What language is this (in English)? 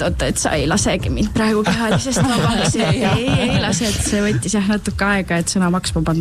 Estonian